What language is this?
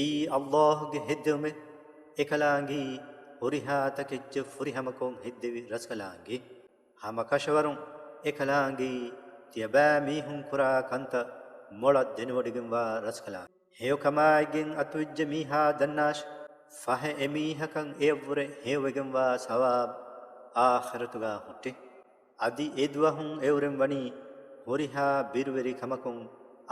Divehi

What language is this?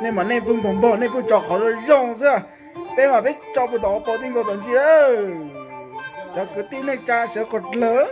Hmong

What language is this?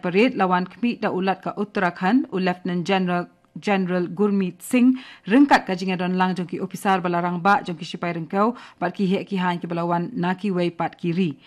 Khasi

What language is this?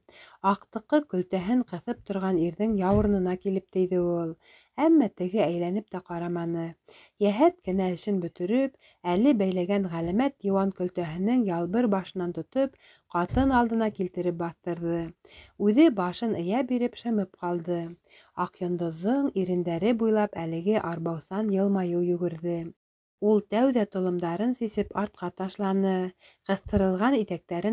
Bashkir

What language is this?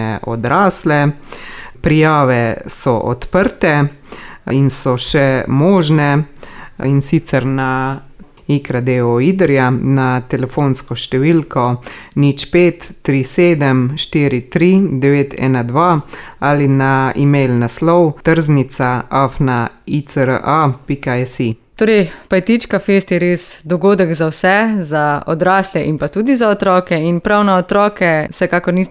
Slovenian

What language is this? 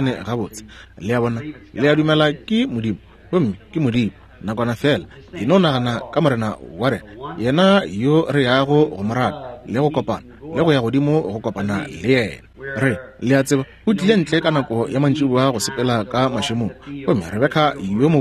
Northern Sotho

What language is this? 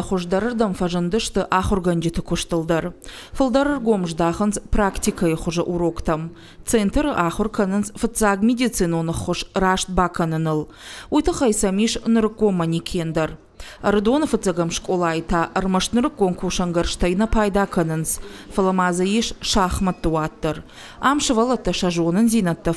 Ossetic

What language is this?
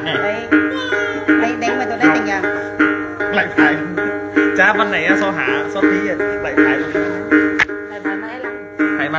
Vietnamese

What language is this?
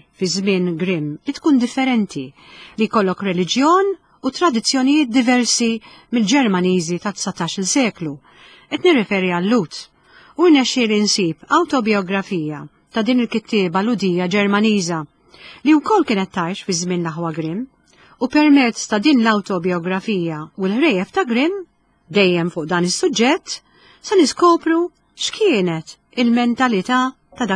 Maltese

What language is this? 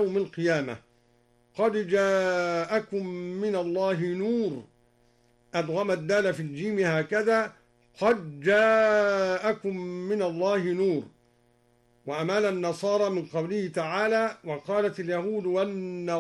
Arabic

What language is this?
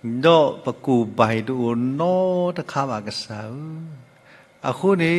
S'gaw Karen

